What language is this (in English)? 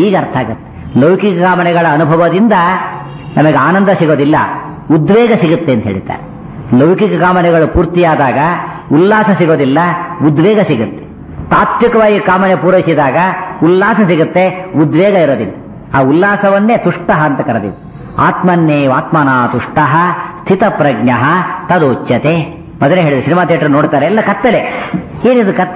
Kannada